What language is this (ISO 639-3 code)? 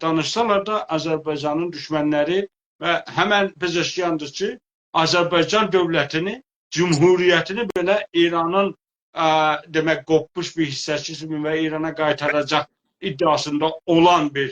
azb